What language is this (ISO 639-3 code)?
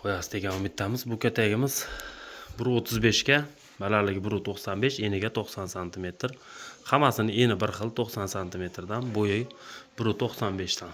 uzb